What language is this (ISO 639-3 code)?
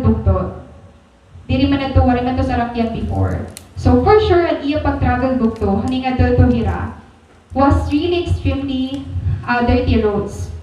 war